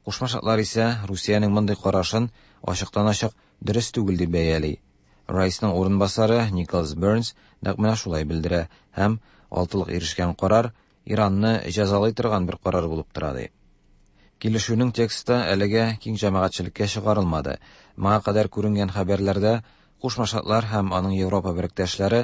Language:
Tatar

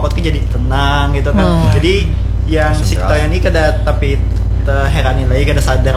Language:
Banjar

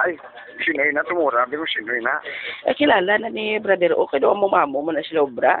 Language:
Hiligaynon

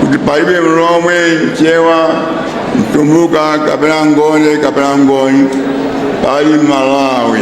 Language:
Nyanja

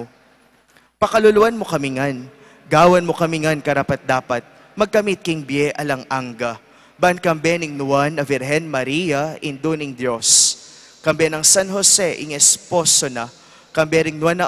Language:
Pampanga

